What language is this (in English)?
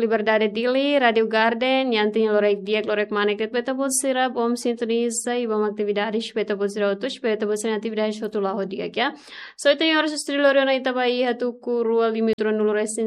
Tetum